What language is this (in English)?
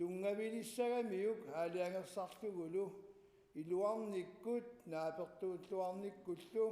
Kalaallisut